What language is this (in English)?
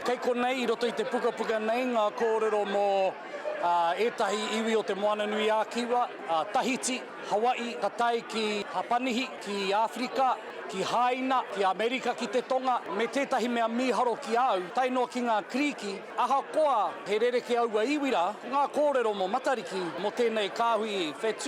Māori